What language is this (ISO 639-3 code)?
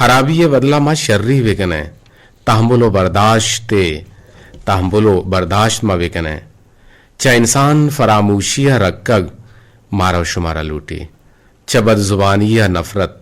bgp